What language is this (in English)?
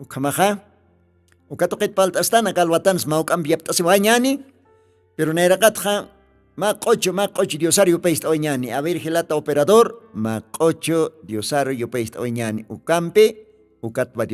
Aymara